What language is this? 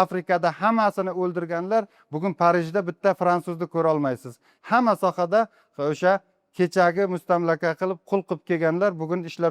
Uzbek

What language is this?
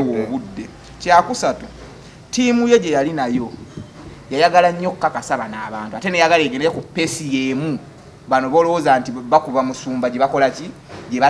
Ganda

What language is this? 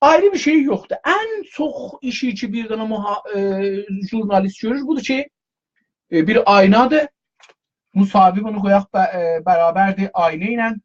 South Azerbaijani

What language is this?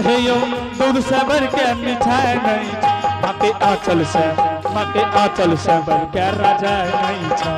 Angika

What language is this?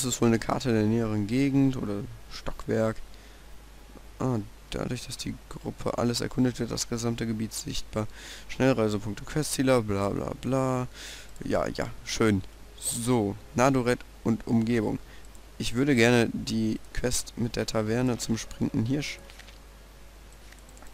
German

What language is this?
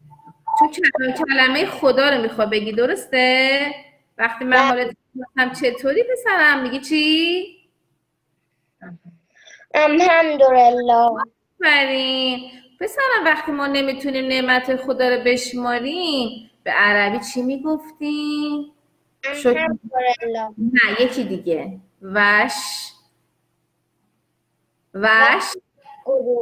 Persian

